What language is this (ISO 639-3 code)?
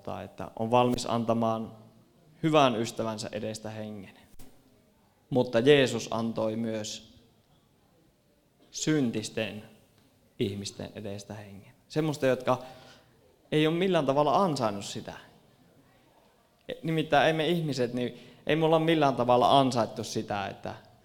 fin